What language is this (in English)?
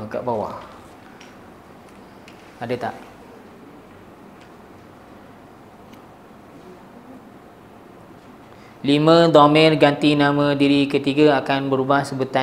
Malay